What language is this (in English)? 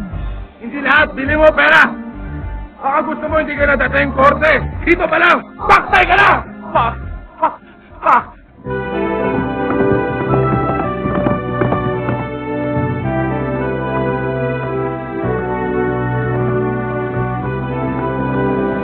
Filipino